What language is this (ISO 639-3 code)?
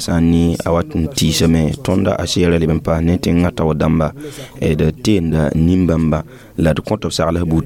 mos